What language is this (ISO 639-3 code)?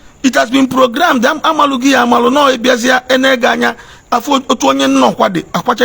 ibo